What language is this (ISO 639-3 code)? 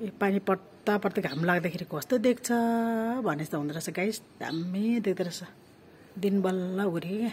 nep